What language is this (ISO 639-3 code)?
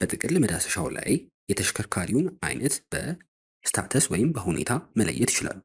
amh